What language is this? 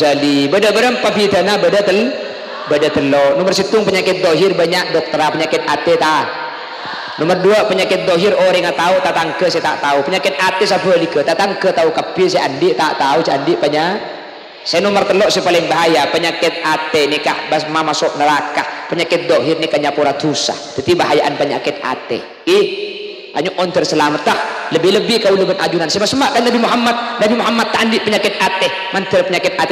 Madurese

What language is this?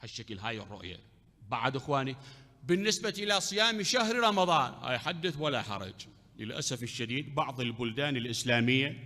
Mesopotamian Arabic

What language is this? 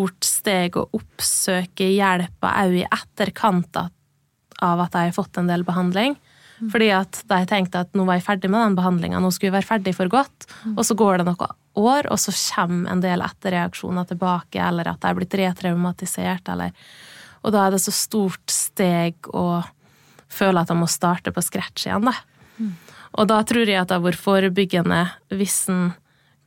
Norwegian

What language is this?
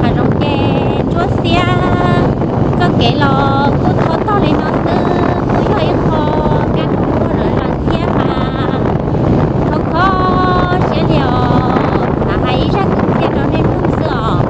Hmong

